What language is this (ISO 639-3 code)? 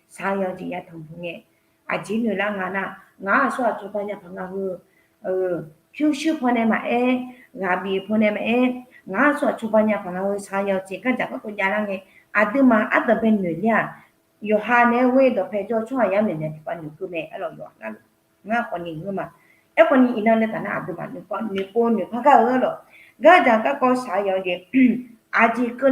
ahk